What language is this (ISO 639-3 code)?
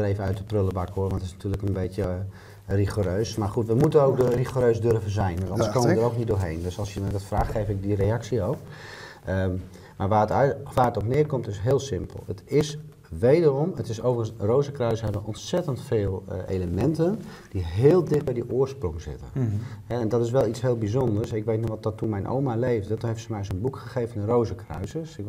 nld